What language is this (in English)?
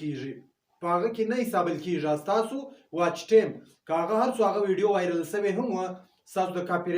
Pashto